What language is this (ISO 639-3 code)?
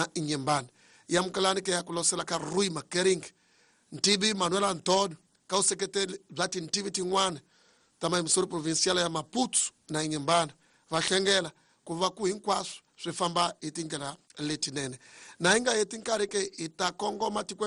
tso